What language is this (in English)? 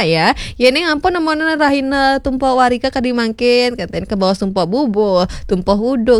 Balinese